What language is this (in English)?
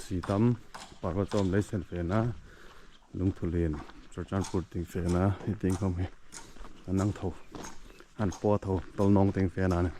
Hmar